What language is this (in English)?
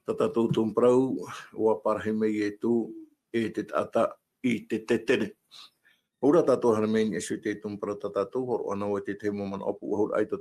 Tahitian